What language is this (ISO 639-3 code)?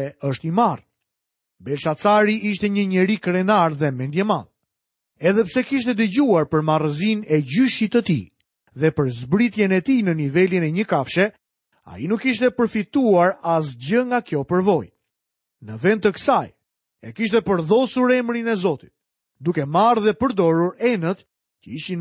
sqi